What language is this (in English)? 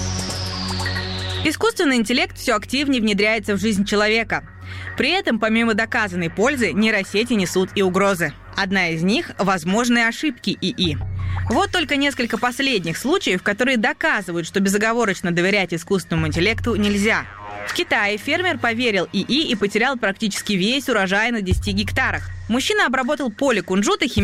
Russian